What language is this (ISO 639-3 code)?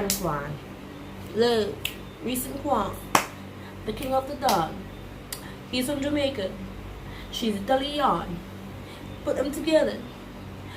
jam